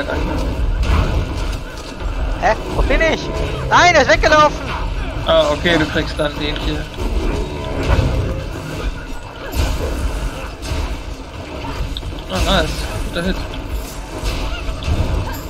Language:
German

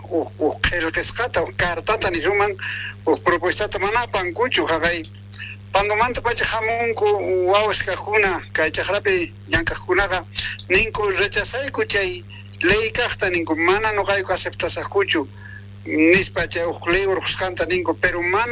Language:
South Bolivian Quechua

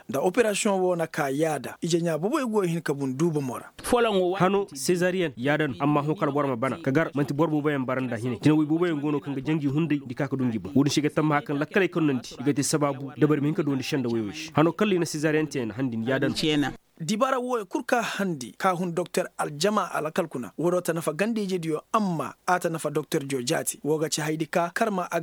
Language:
Koyraboro Senni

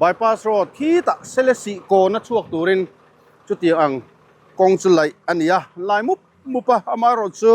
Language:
Mizo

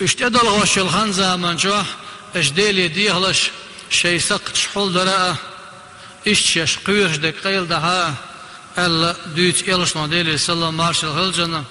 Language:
Chechen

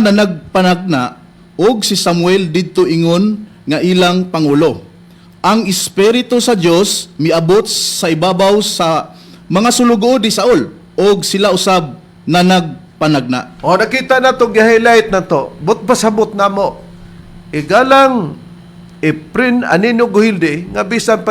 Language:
Cebuano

